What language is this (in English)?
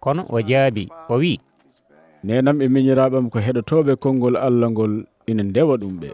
Fula